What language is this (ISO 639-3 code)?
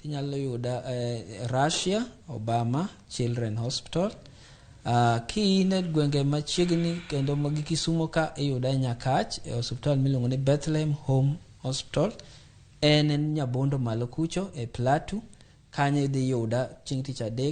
luo